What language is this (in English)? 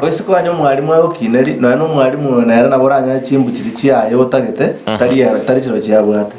Gusii